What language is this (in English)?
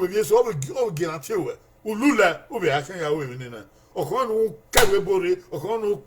Bini